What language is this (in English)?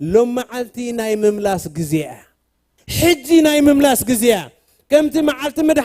Tigrinya